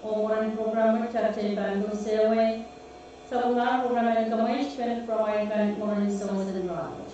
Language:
Pohnpeian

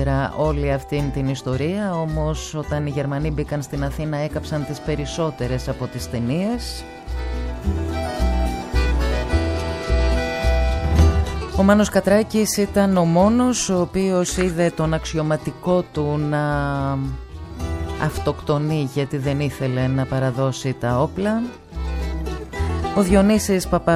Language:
Greek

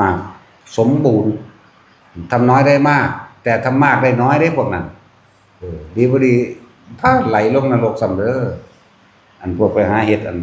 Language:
Northeastern Thai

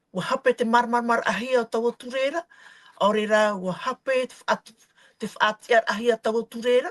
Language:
Tahitian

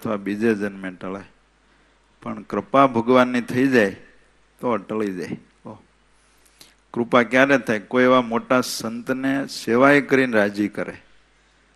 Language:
Gujarati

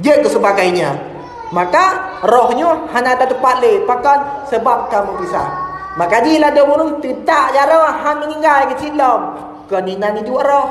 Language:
Achinese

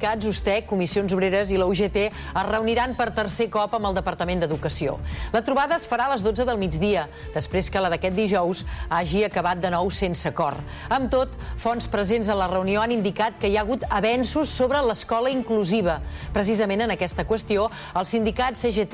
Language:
Catalan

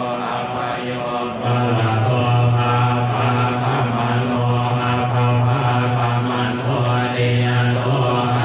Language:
Pali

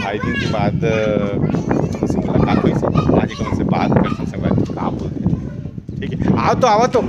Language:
Chhattisgarhi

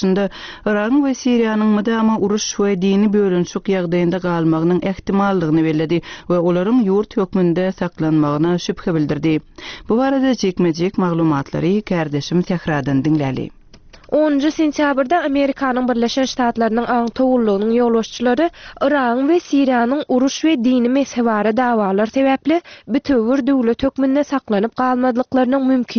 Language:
Turkmen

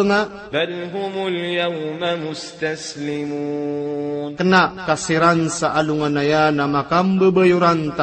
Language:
Maranao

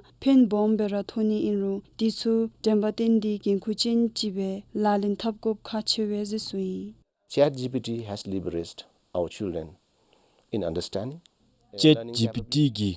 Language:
Dzongkha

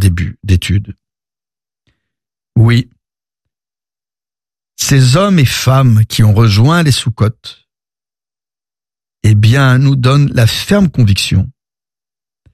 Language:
French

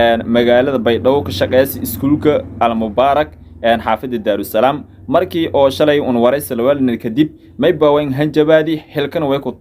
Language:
Somali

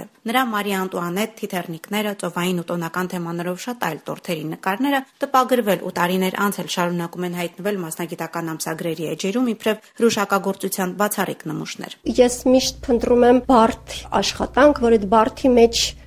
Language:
Armenian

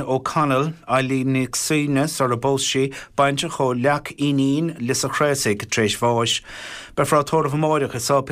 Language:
Irish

